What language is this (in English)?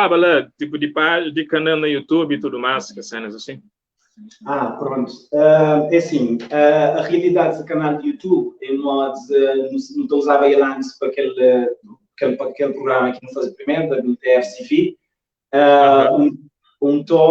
Kabuverdianu